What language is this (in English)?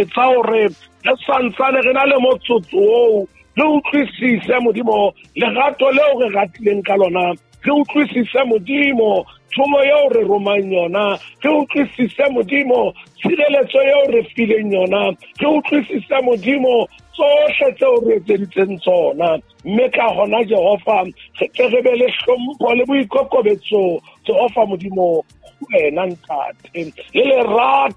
Southern Sotho